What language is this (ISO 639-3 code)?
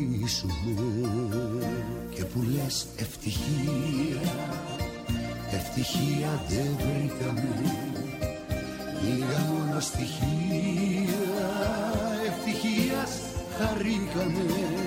ell